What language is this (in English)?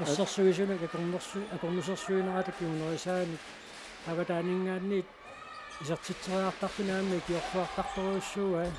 Kalaallisut